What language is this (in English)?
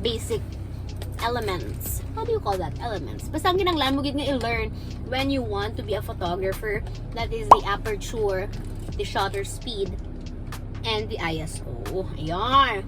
Hiligaynon